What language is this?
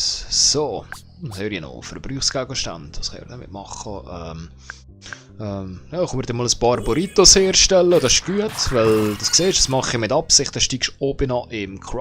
Swiss German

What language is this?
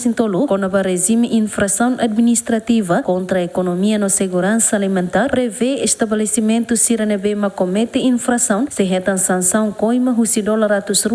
Tetum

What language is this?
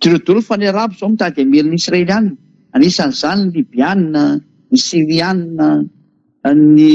Malagasy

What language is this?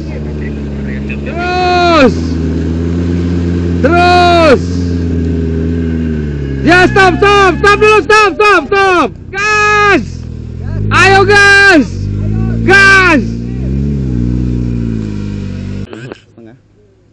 Indonesian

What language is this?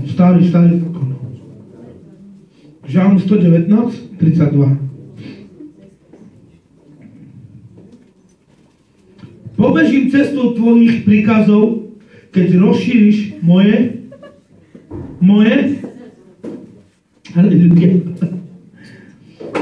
Slovak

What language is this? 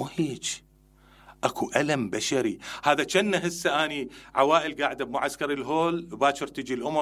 Mesopotamian Arabic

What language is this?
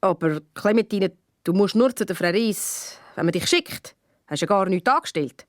Swiss German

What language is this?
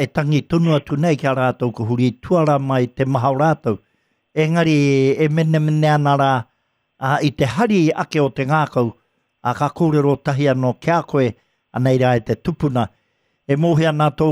Māori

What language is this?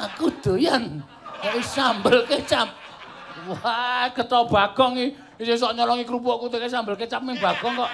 Javanese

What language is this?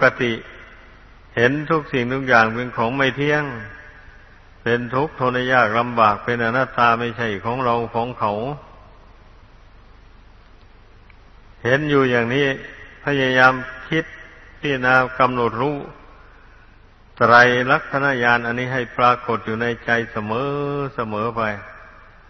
Thai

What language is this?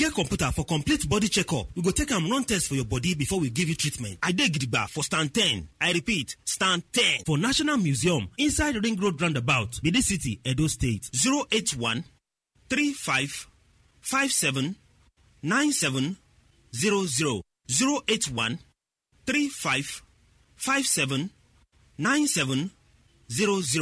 Nigerian Pidgin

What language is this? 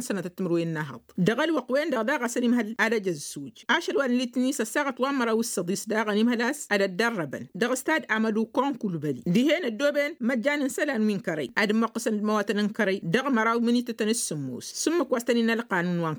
Tamasheq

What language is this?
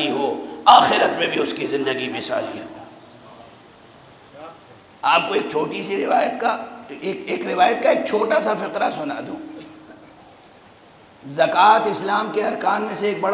Urdu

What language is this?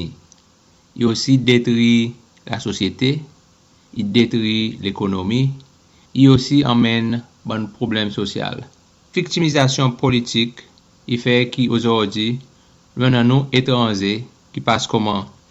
Seselwa Creole French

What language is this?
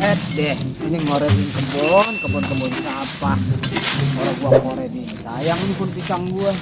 Betawi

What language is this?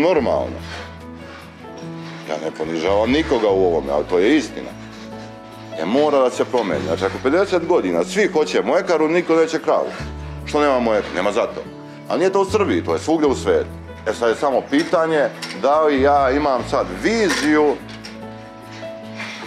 Serbian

